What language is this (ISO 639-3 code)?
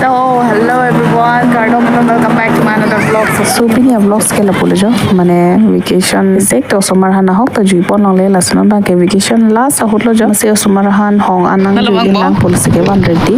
mjw